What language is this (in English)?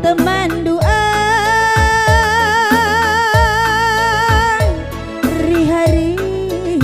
Batak Karo